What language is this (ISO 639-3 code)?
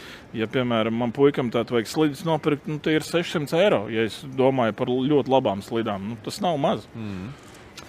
lav